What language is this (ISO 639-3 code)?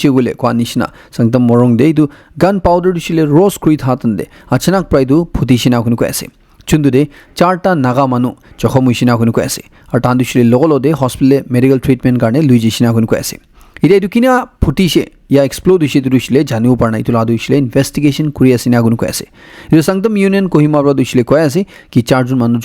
nag